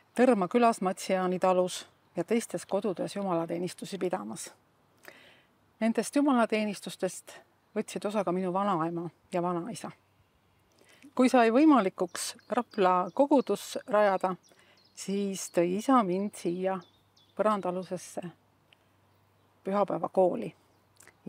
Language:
Estonian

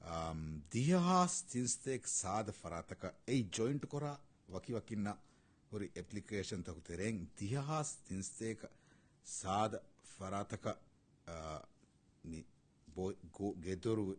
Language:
Divehi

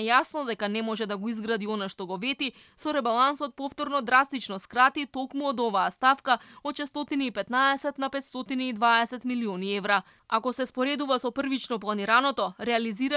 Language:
Macedonian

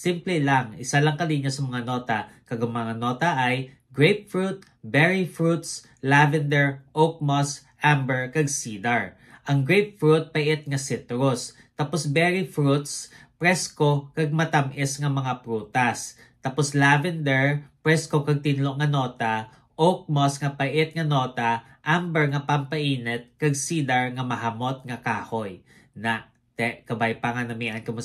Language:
Hiligaynon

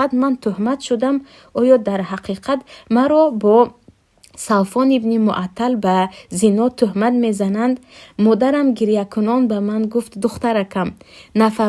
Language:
Tajik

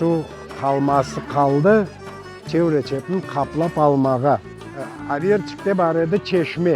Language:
Crimean Tatar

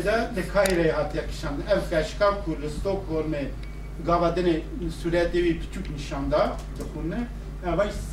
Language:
Kurdish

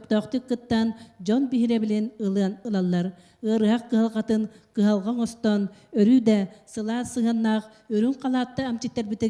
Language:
Yakut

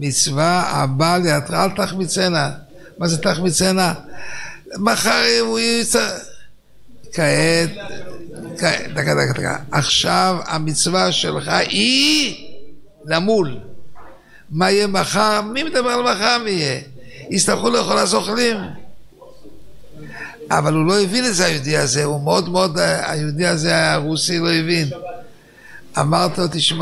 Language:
Hebrew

